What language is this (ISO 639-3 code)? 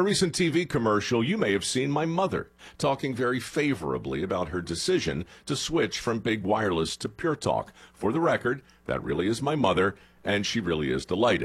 eng